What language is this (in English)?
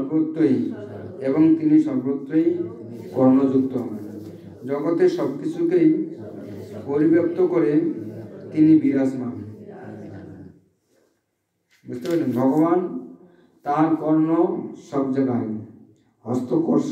Bangla